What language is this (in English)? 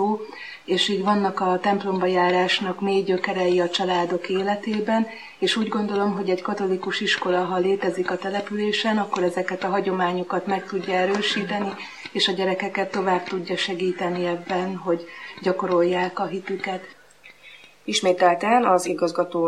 Hungarian